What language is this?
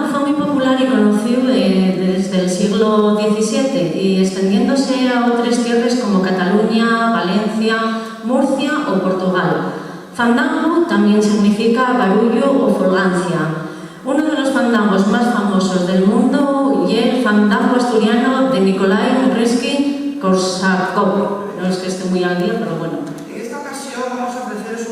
Asturian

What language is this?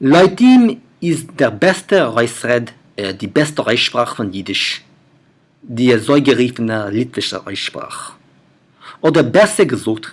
Yiddish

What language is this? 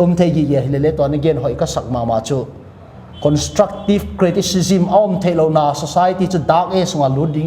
Paite Chin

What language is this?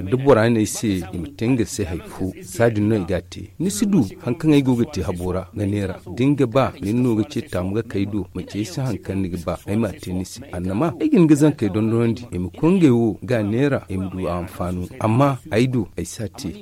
Zarma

